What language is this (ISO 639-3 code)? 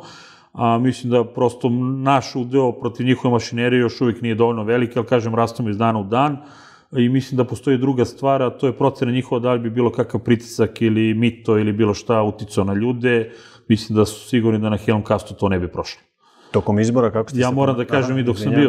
srp